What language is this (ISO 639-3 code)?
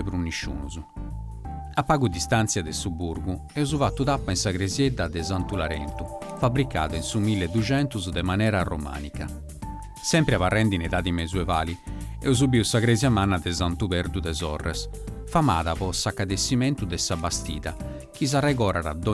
srd